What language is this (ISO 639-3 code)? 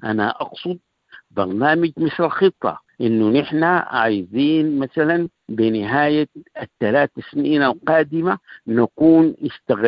apd